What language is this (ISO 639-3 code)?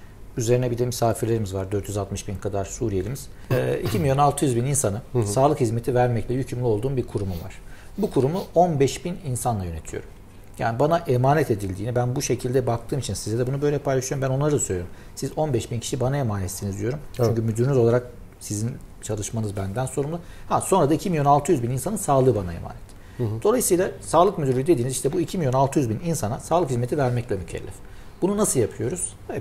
tur